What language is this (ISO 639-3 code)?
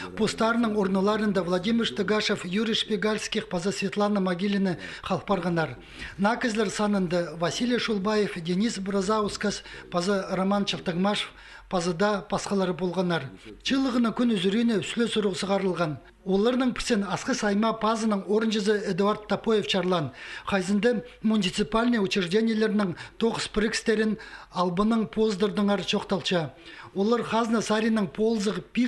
kjh